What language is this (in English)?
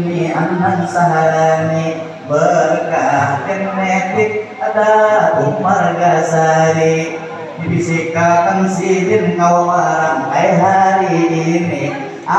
Banjar